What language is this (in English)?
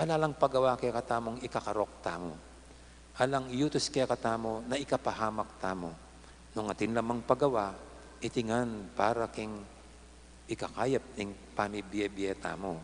Pampanga